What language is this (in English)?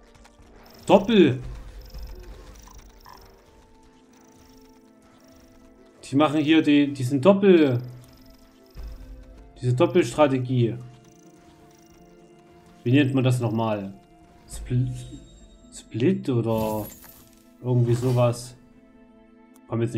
German